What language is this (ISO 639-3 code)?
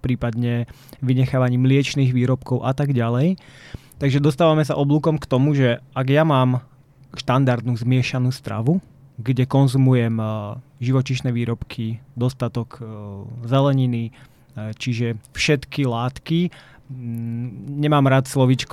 slk